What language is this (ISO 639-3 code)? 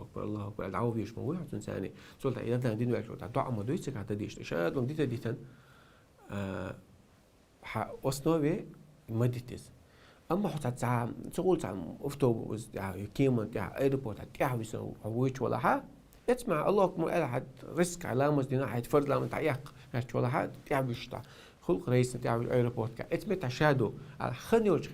che